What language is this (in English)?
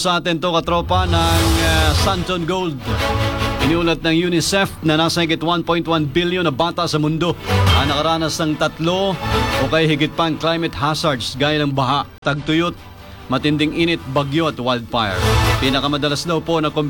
Filipino